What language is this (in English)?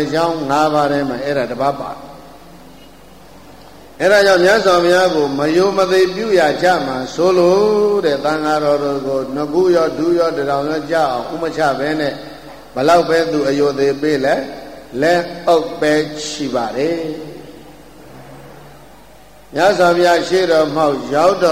Burmese